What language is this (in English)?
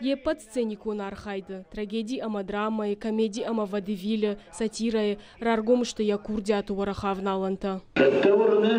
Ossetic